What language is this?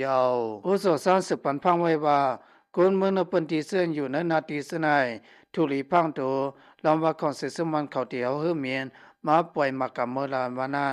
Lao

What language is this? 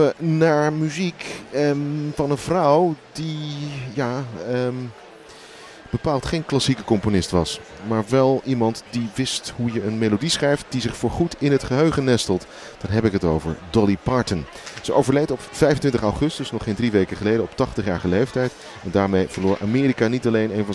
Dutch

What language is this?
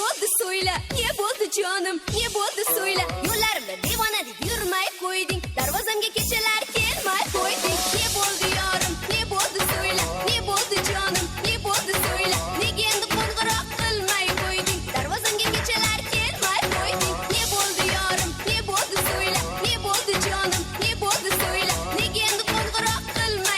Kara-Kalpak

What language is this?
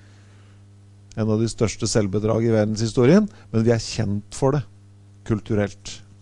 Norwegian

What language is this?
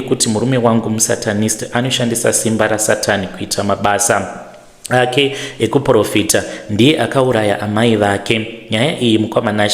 Shona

